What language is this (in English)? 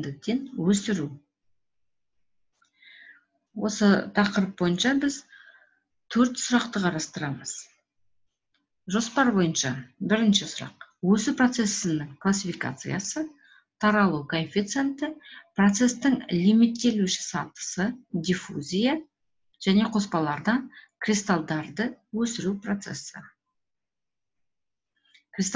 Kazakh